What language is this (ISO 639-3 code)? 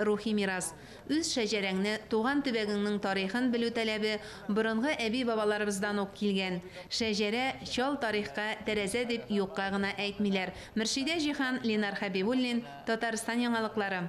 tat